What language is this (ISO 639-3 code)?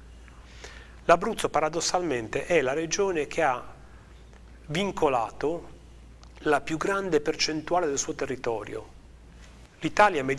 ita